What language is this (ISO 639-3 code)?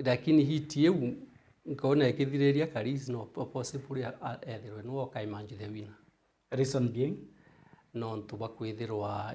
mer